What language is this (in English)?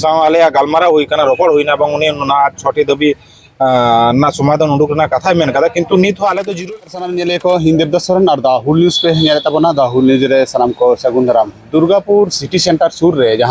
Santali